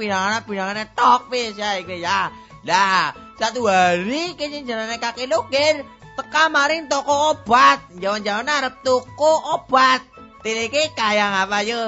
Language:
Javanese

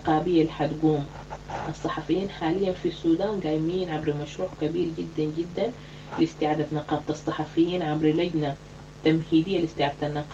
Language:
Sudanese Arabic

